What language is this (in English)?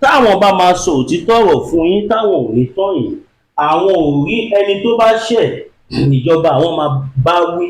Yoruba